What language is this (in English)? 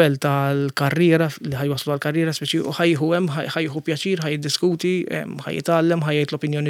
Maltese